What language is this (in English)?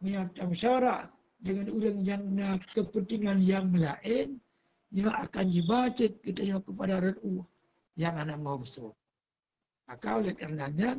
Achinese